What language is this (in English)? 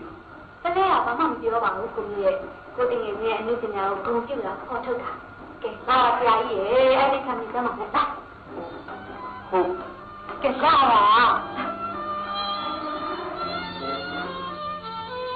Burmese